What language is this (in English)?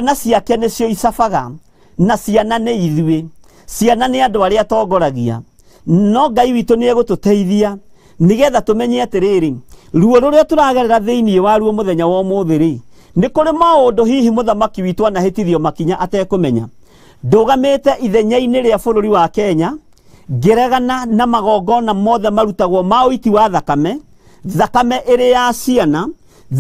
Kikuyu